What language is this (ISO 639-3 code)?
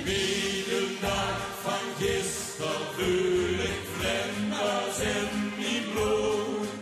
lim